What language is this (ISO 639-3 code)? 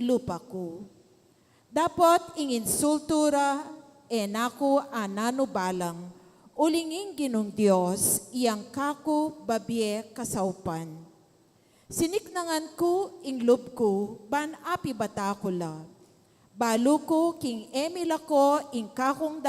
pam